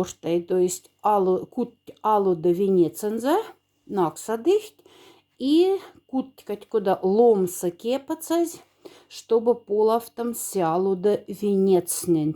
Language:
Moksha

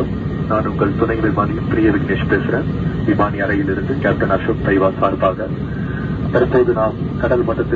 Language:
Tamil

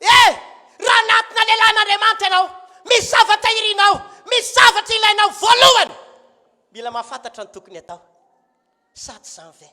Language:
Malagasy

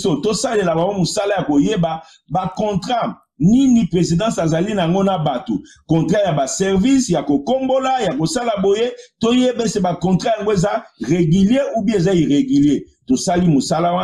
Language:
Lingala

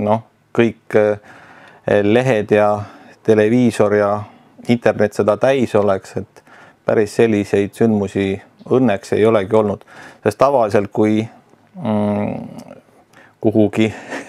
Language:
Estonian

